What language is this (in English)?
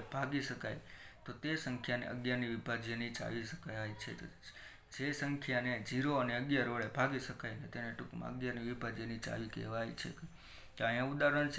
Gujarati